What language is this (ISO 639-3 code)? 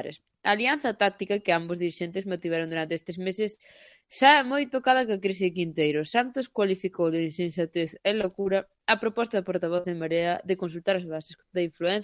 glg